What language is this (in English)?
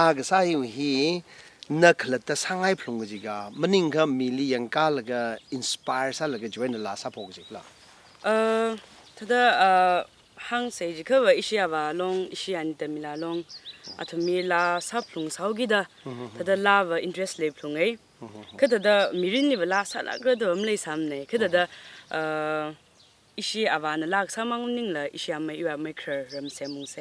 Tangkhul Naga (India)